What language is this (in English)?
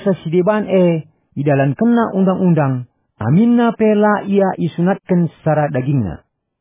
Batak Karo